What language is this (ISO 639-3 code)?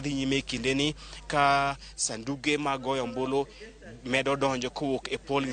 luo